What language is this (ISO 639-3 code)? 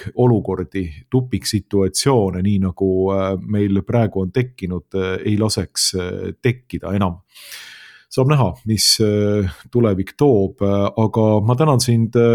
est